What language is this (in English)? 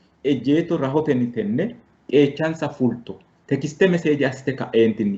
Sidamo